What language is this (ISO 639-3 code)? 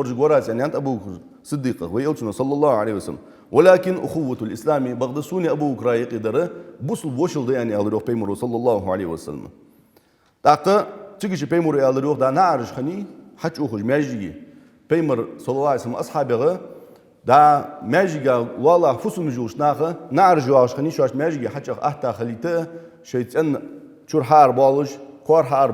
inh